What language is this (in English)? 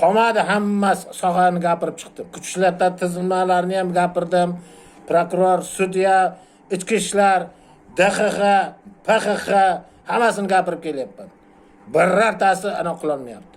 Uzbek